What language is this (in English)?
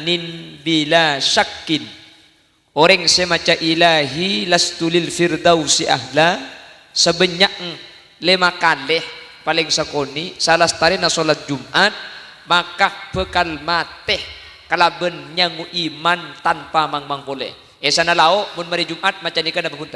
Madurese